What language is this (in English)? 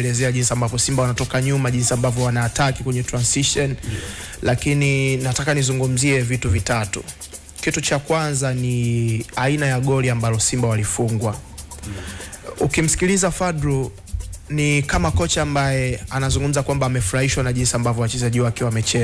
Swahili